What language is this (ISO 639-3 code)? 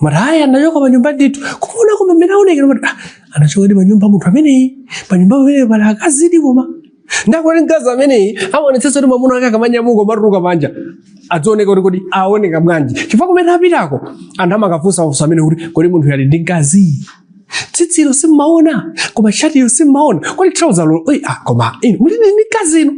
nya